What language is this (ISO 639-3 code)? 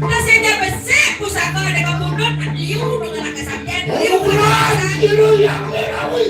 ban